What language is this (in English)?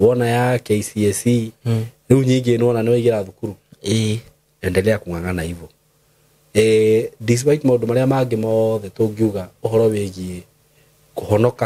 Kikuyu